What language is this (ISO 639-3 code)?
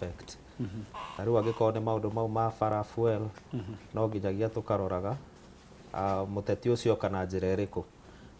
kik